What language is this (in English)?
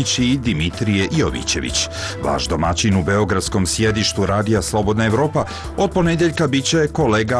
Serbian